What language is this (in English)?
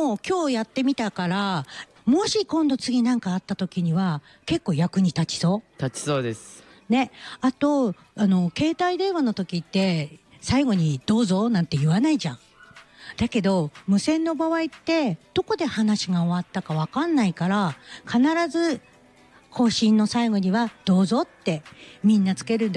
Japanese